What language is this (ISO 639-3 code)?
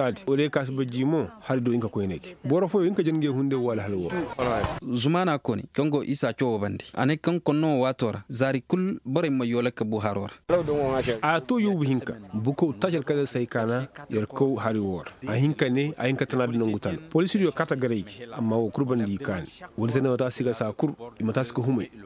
ses